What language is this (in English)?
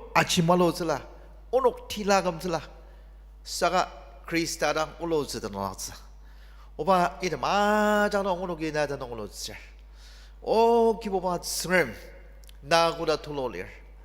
Ao Naga